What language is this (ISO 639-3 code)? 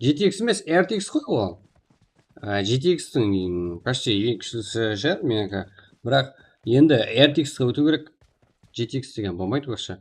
kaa